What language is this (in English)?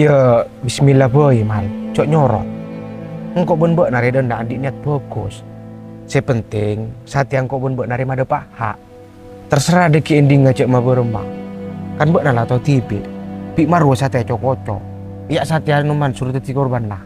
Madurese